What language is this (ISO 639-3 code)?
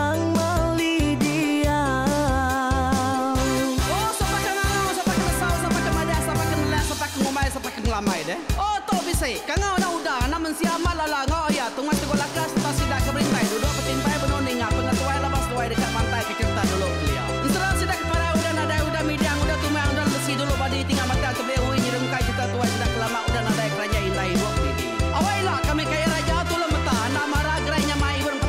iba